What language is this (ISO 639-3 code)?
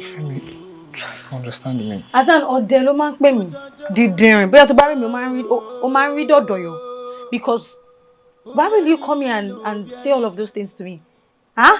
yor